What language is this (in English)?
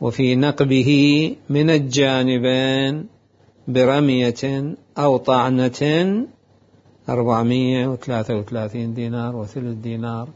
Mesopotamian Arabic